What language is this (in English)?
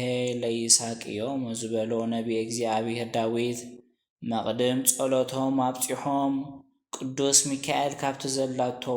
Tigrinya